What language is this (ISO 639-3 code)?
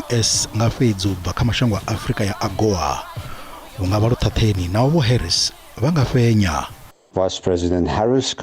ven